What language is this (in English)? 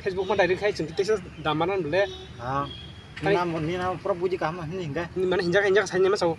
Kok Borok